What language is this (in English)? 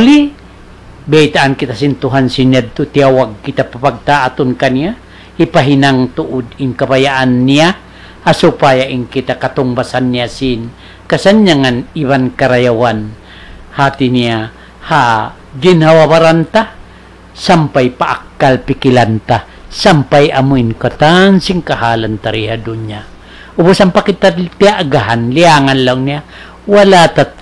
Tausug